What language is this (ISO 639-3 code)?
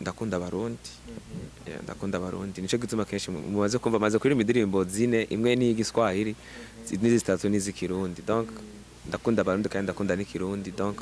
run